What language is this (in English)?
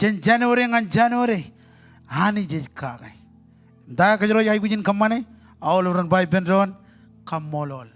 Marshallese